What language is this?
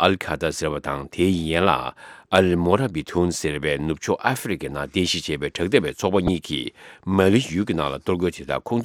Tibetan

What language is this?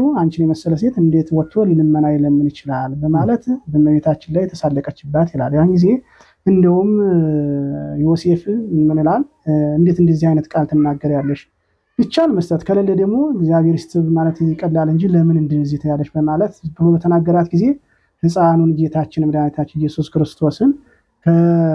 Amharic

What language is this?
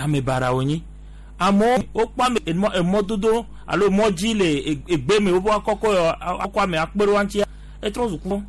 Gen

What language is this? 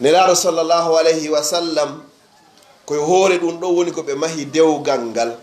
Pular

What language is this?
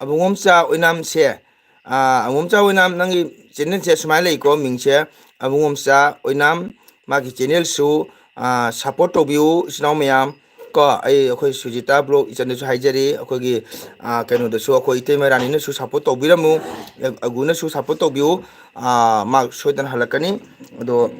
Manipuri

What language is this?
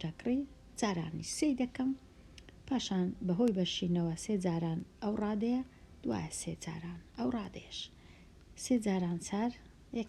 Central Kurdish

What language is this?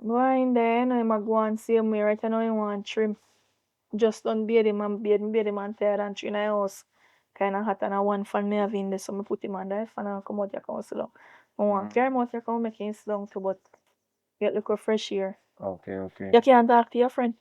Jamaican Creole English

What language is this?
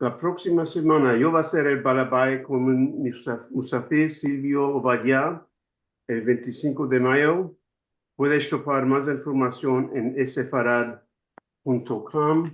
Ladino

